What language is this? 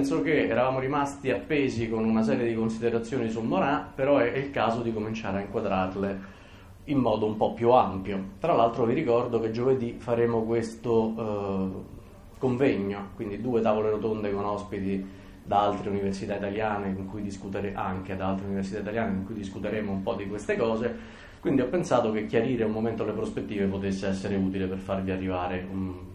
Italian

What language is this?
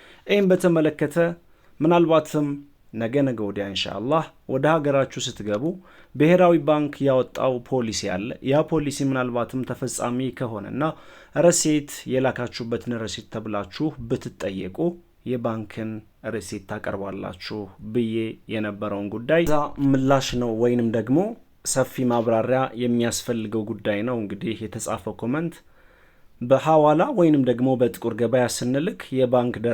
Amharic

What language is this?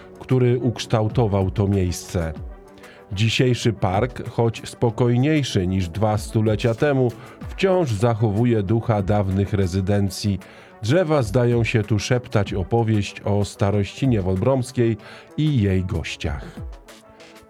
Polish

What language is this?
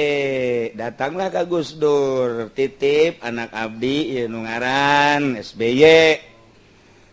Sundanese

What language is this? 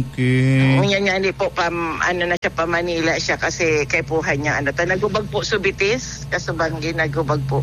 Bikol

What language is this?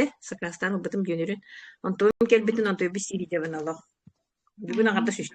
Yakut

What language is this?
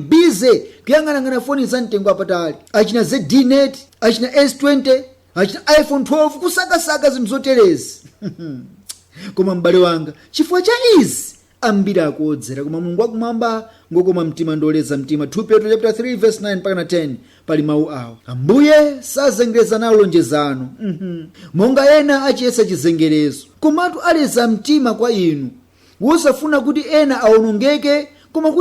Nyanja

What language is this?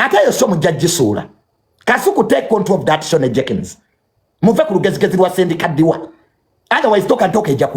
Ganda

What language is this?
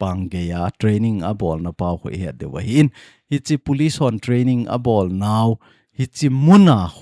Thado Chin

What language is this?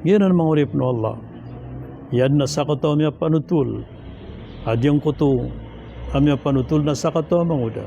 Maranao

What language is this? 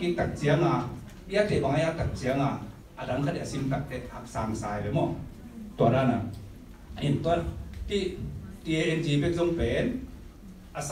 Tedim Chin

